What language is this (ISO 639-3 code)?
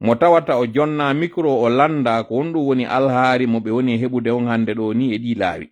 ful